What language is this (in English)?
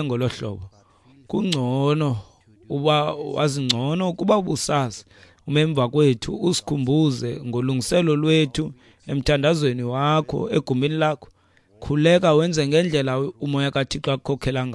Xhosa